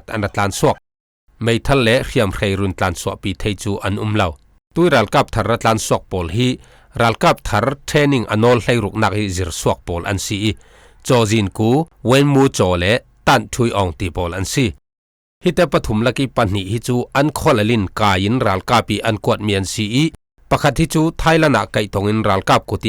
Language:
Falam Chin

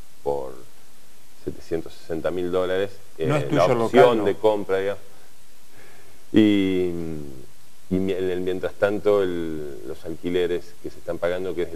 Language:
Spanish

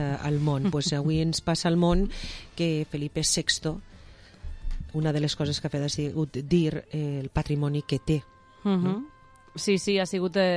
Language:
Catalan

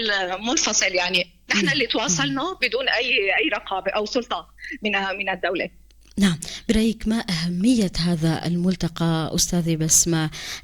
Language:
North Levantine Arabic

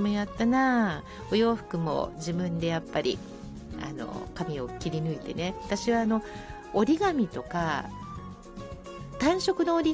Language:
Japanese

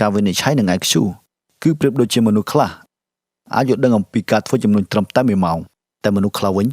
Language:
Khmer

